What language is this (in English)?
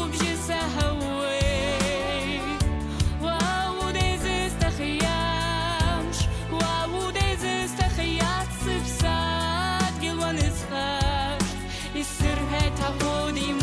Abkhazian